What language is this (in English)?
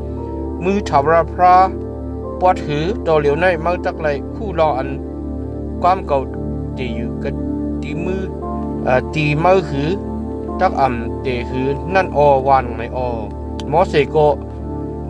Shan